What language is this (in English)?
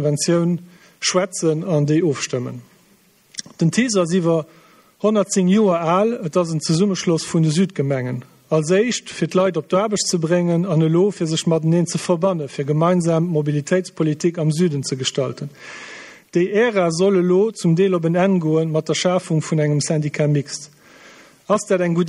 Luxembourgish